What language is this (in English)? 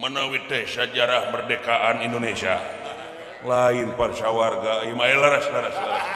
Sundanese